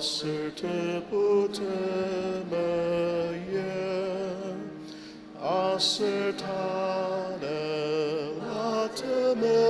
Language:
Ao Naga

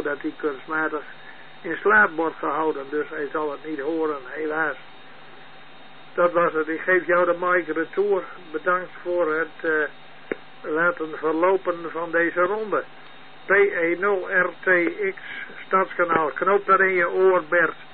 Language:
Dutch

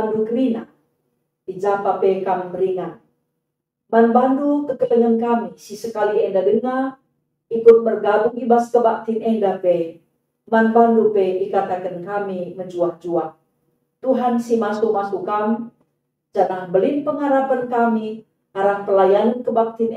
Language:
Batak Karo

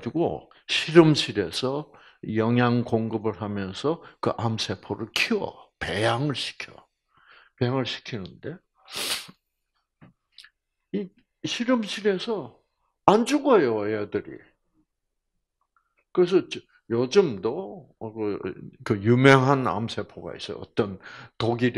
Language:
Korean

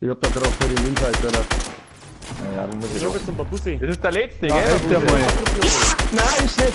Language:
Bavarian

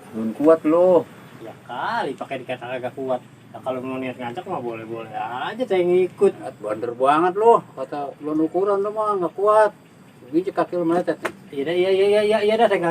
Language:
Betawi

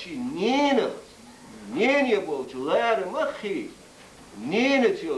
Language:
Chechen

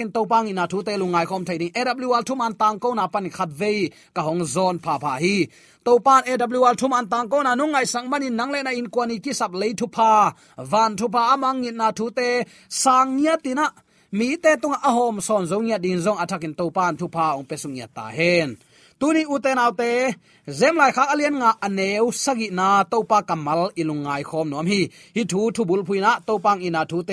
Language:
Tedim Chin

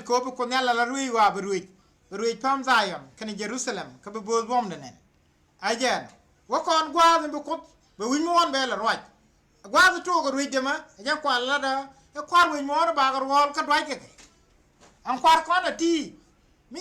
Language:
Nuer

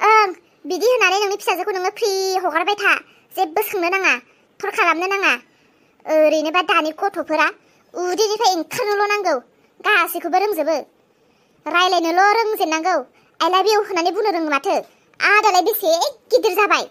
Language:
Bodo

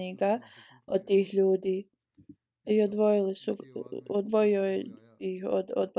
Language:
Bosnian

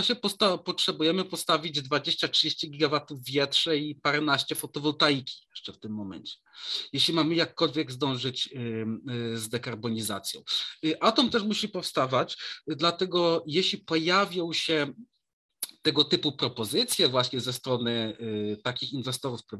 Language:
Polish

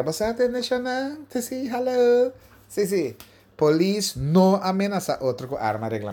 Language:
Papiamento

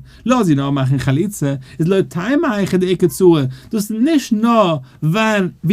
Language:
Yiddish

